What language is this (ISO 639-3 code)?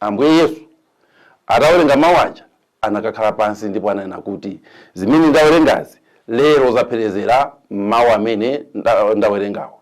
nya